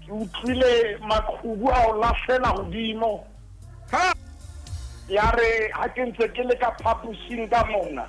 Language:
Southern Sotho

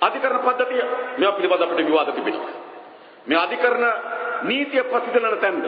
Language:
Sinhala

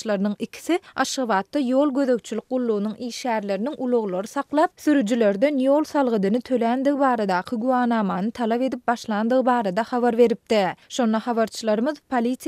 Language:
Turkmen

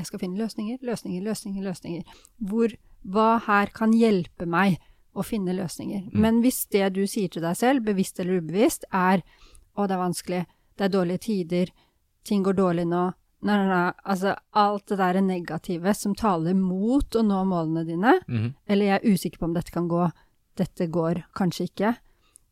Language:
Norwegian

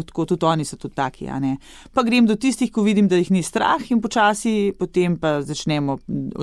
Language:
Slovenian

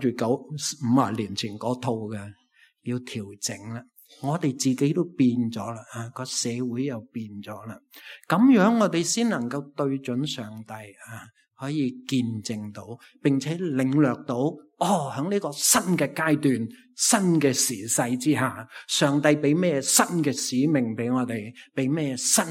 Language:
Cantonese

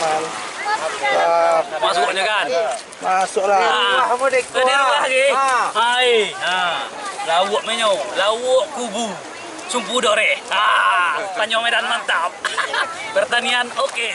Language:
Minangkabau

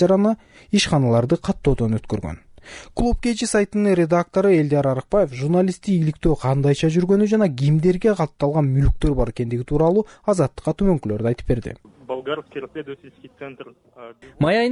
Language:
Kyrgyz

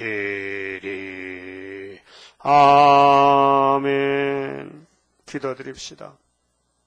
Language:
Korean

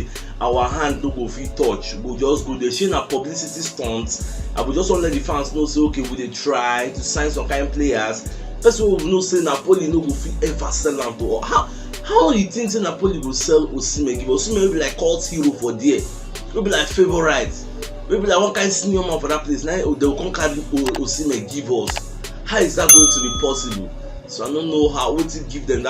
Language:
Nigerian Pidgin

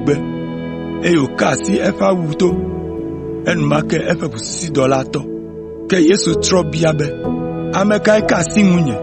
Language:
Ewe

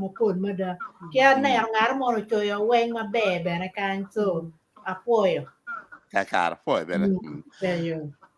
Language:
Acoli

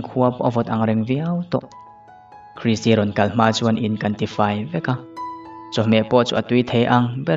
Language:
Mizo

